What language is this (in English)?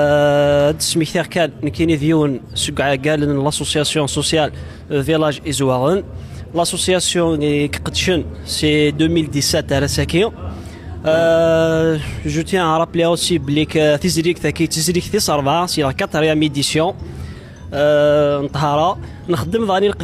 Kabyle